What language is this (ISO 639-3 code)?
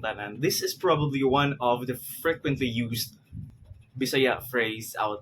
ceb